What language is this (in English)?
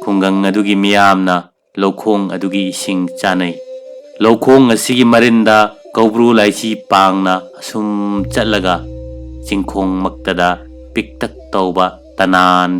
Manipuri